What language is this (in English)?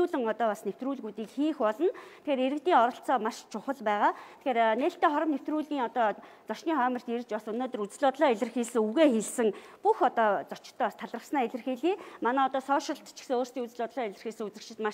Mongolian